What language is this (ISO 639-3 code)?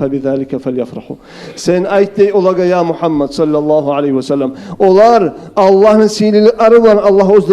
kum